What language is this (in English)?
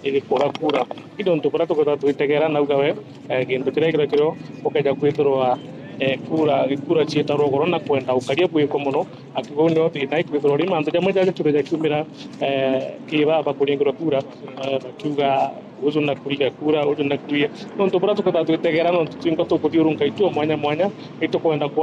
Meru